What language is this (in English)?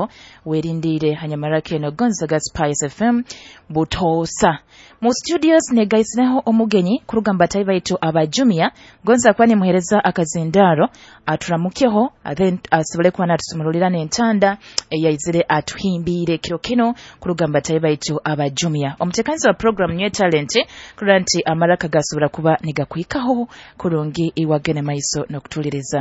Nyoro